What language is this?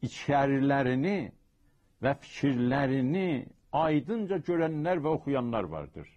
South Azerbaijani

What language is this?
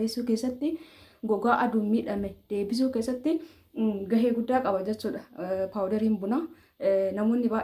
Oromo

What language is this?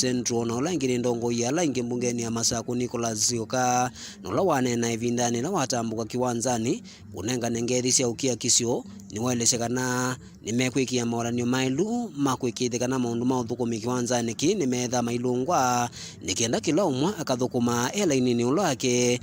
Kamba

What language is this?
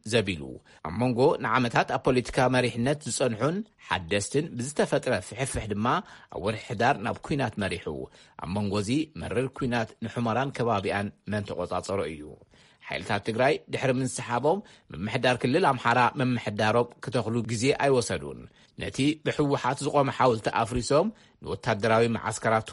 Tigrinya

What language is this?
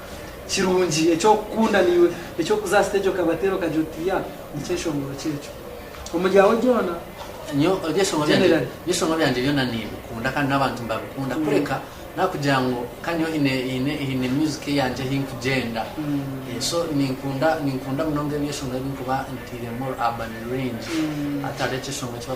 Nyankole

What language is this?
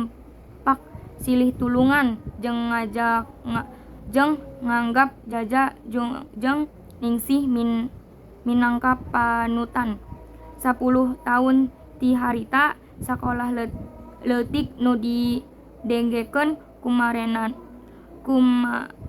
Sundanese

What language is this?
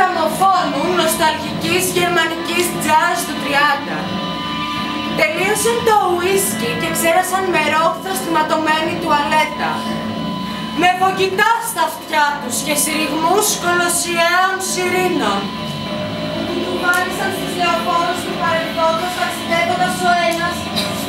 Greek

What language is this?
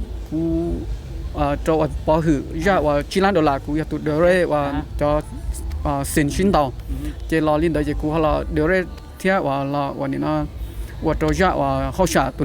Hmong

